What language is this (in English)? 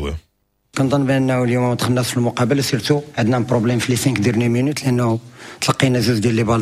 Moroccan Arabic